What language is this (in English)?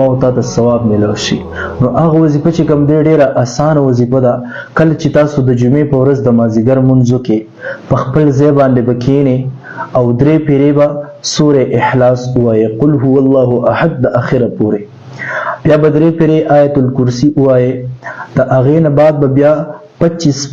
Pashto